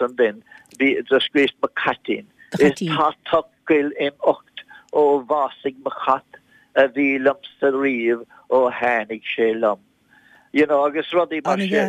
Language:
Irish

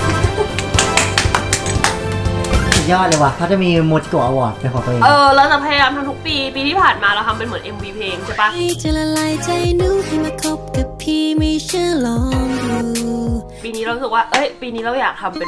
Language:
Thai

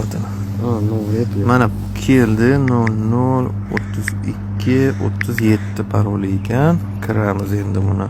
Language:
Uzbek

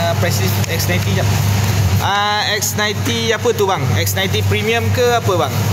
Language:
Malay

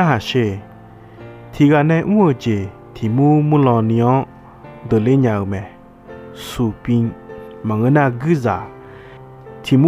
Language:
Akha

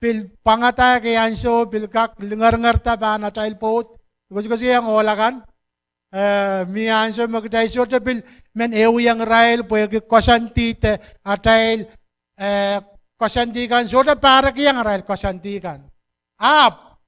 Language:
Pohnpeian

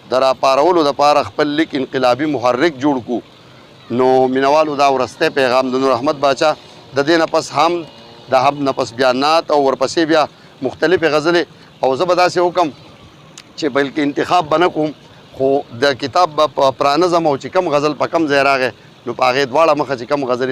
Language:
Pashto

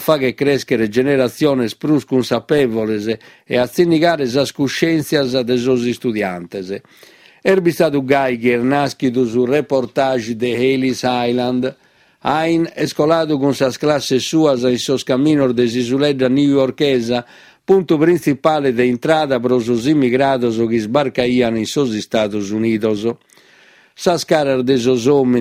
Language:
Sardinian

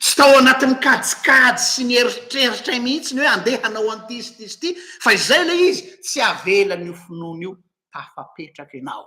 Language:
Malagasy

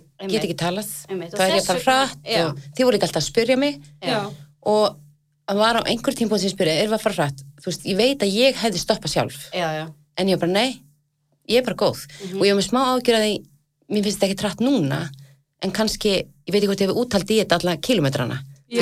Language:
Icelandic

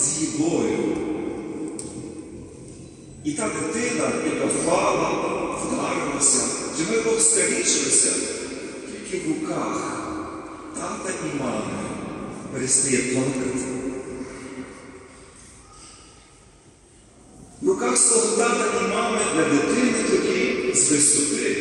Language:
Ukrainian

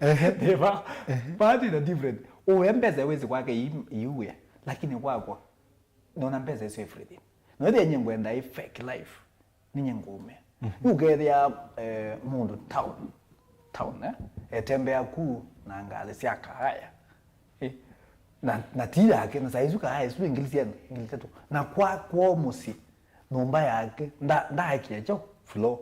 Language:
Kamba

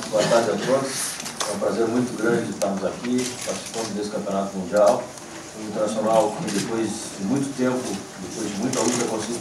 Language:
Portuguese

